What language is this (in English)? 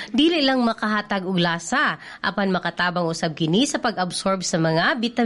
Cebuano